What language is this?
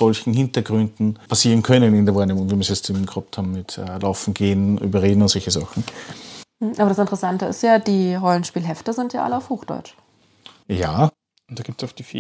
German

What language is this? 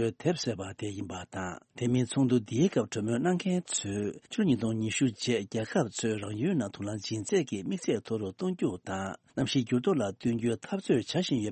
Tibetan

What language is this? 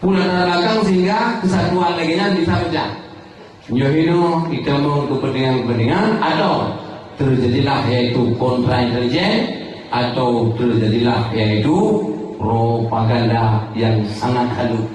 Achinese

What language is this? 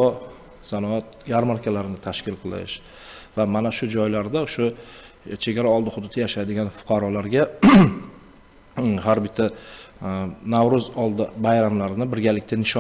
Uzbek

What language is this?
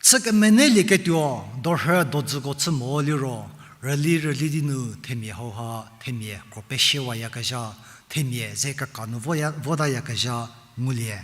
Angami Naga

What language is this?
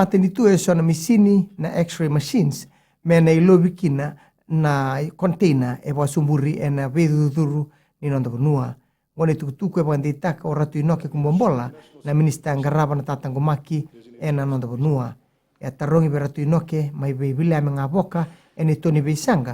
Fijian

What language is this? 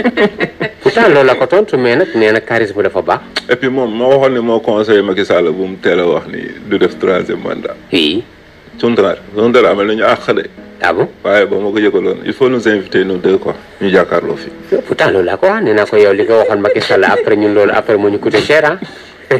Wolof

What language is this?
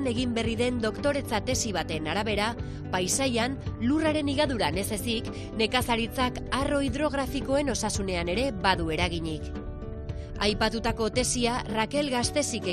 Basque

